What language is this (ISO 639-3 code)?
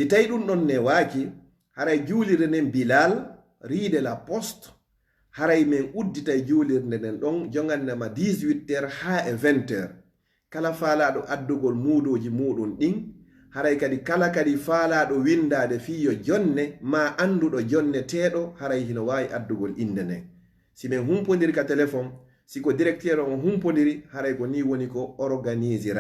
ful